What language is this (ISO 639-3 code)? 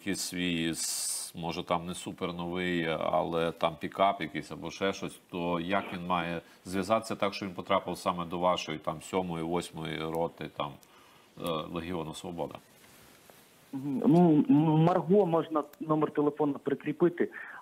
ukr